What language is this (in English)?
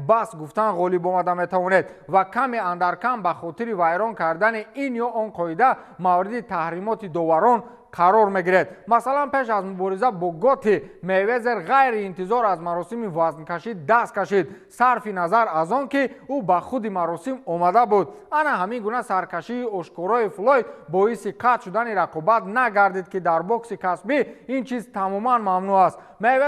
Tajik